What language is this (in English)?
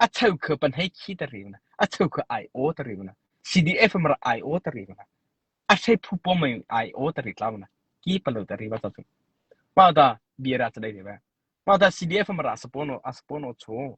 Mara Chin